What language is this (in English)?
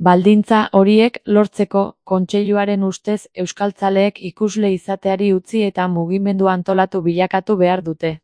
Basque